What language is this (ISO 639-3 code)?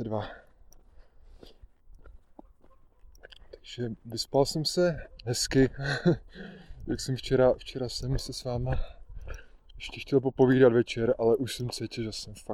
ces